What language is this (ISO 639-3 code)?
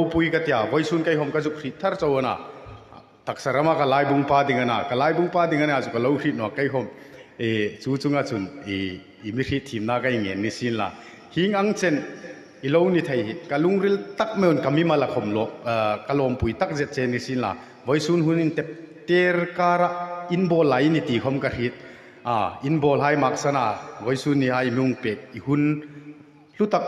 hmr